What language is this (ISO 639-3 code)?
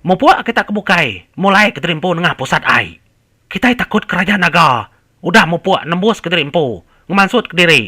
iba